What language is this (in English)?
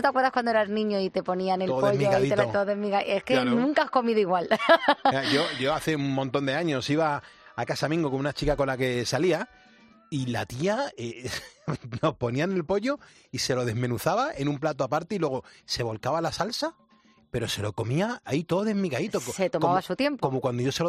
Spanish